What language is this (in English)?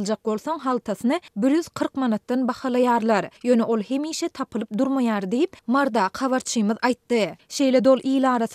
Turkmen